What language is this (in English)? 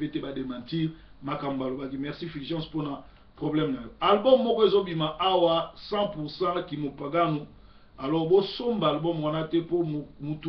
Lingala